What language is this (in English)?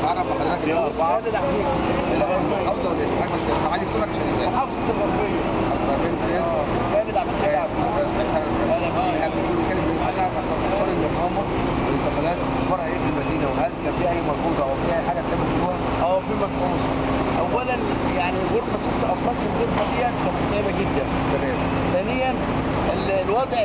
Egyptian Arabic